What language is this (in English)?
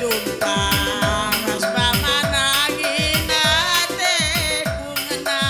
Batak Karo